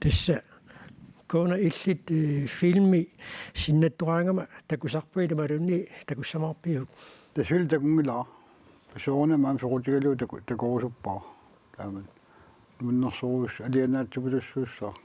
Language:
Kalaallisut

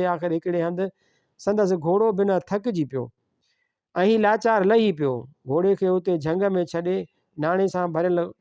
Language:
Sindhi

